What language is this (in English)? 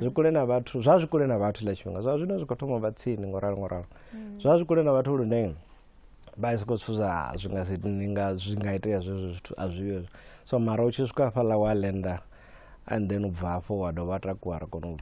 Venda